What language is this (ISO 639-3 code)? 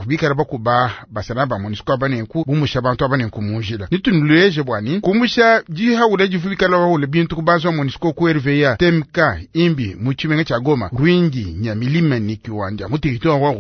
lua